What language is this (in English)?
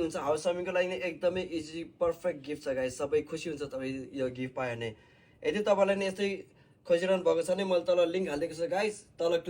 Nepali